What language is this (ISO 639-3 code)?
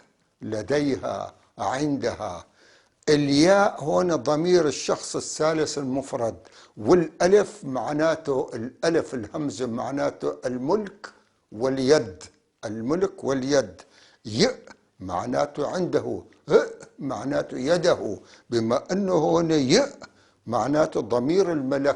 apc